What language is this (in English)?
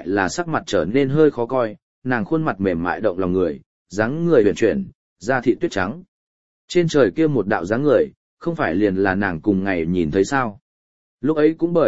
Vietnamese